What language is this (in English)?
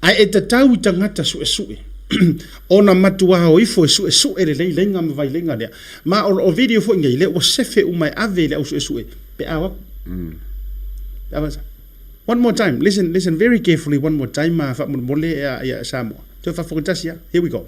Samoan